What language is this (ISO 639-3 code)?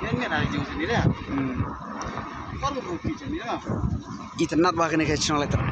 kha